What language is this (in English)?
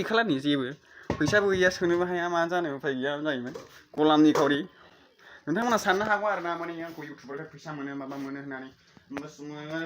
Bodo